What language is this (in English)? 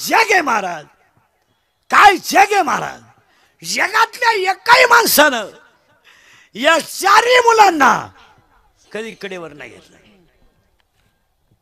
Marathi